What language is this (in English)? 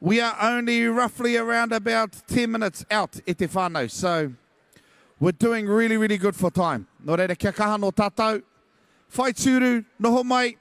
Māori